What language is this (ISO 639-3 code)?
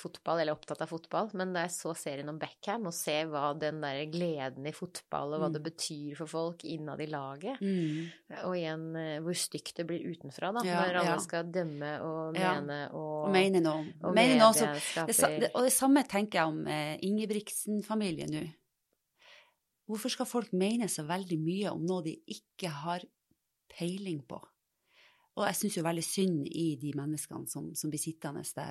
nor